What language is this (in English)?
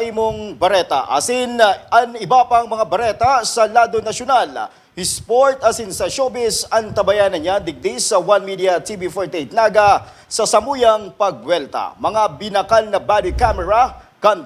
Bikol